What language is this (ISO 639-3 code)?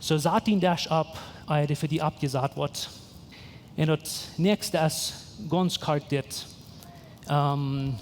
pdt